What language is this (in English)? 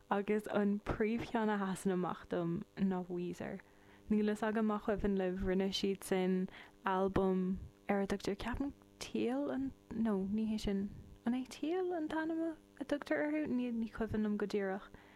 Irish